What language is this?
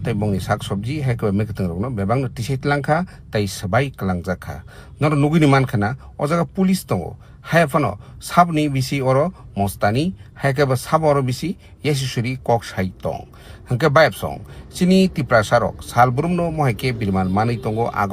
Kok Borok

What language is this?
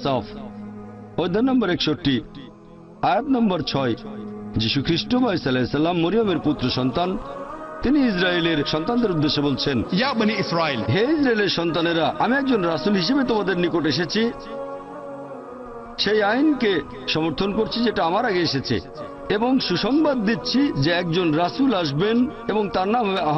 Bangla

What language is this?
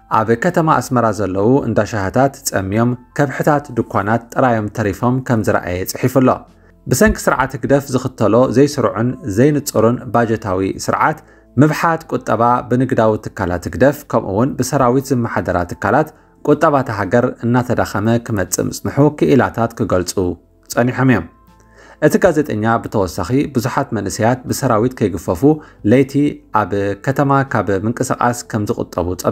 Tigrinya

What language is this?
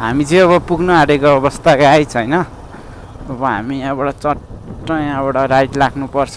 Nepali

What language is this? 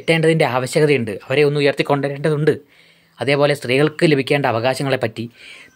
Malayalam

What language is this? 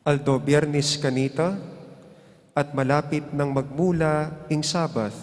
Pampanga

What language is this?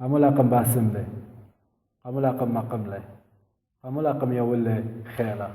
Assyrian Neo-Aramaic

